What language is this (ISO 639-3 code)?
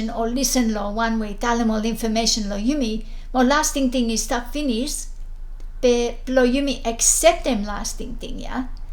bis